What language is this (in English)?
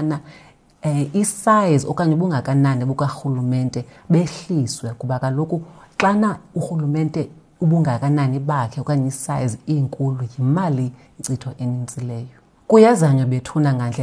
Xhosa